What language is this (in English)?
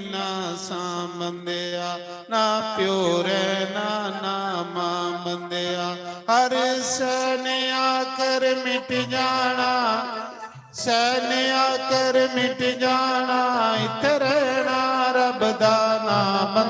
Dogri